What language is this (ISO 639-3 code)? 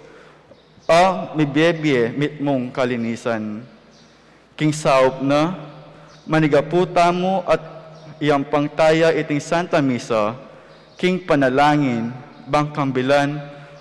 pam